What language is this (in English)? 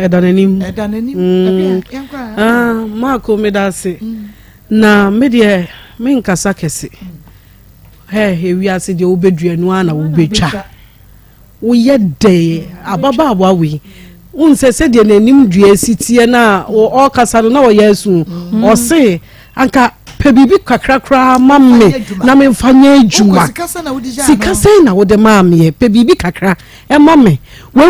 Akan